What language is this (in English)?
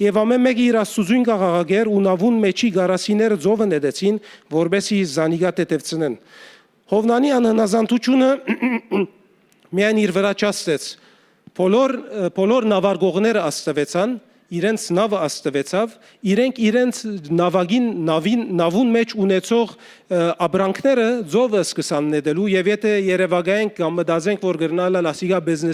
Western Armenian